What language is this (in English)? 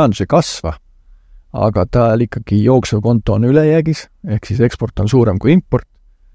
Estonian